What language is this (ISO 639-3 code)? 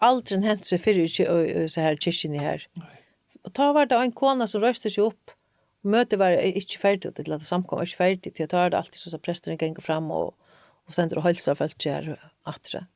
fao